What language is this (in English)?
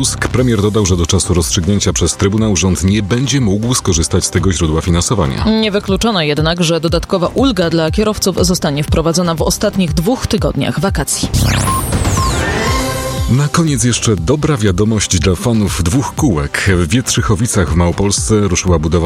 Polish